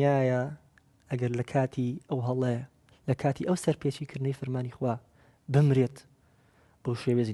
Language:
Central Kurdish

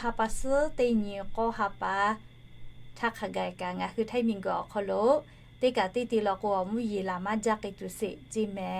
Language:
Lahu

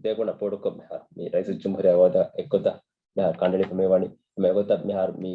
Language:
Divehi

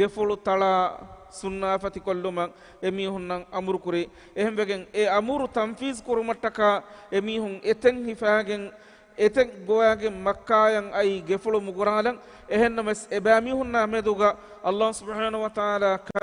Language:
Divehi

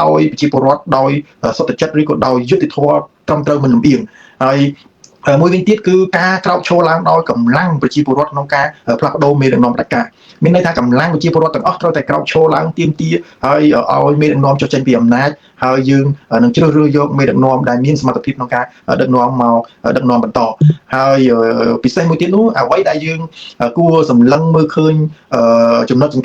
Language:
Khmer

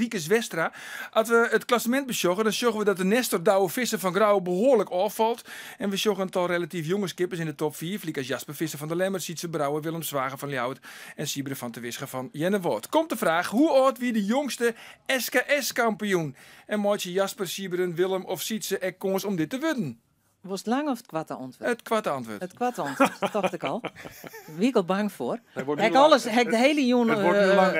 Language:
Western Frisian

